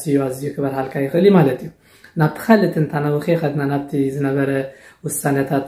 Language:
Tigrinya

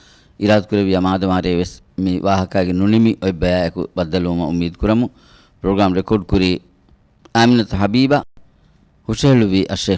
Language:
Divehi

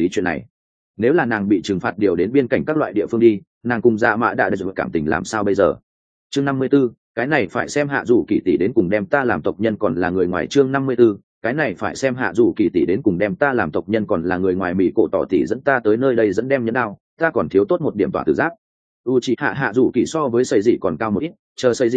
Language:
Vietnamese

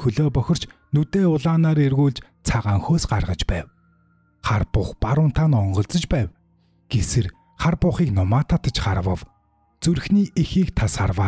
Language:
Mongolian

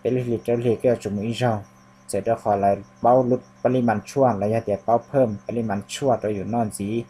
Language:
Hmong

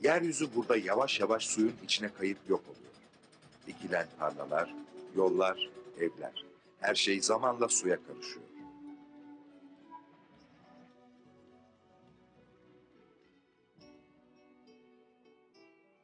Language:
Turkish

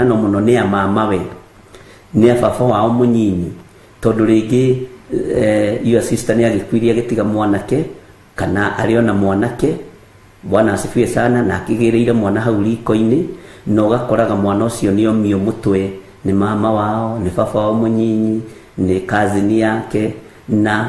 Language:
Kikuyu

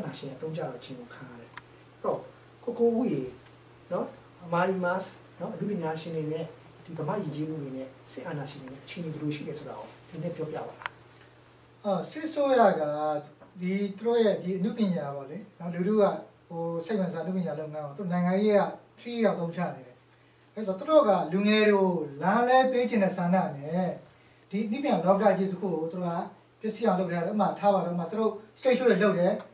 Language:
Burmese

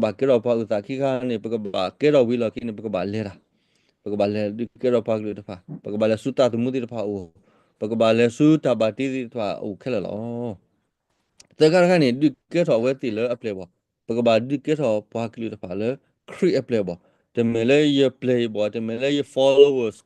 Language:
S'gaw Karen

